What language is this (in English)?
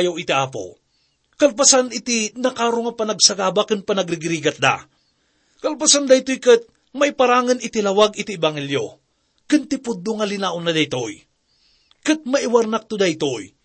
Iloko